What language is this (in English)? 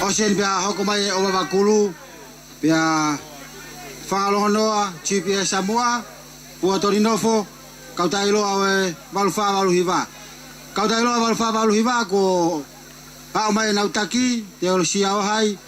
Tongan